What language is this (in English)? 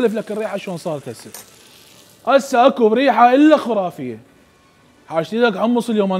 Mesopotamian Arabic